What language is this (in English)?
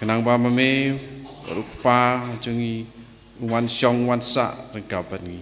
Khasi